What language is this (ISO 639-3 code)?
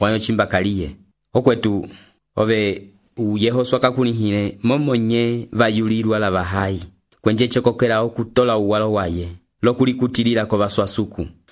umb